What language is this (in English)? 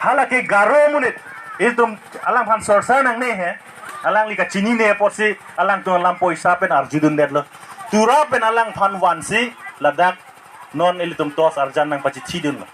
Karbi